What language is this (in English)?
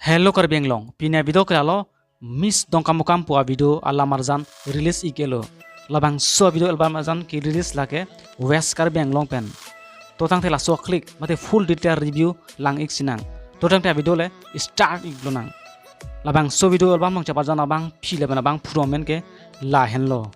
Karbi